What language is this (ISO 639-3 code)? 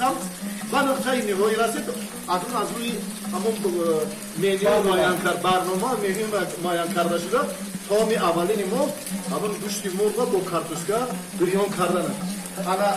tgk